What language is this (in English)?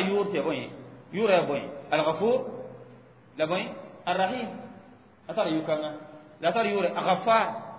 Mossi